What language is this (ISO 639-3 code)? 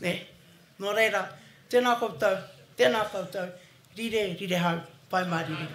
mri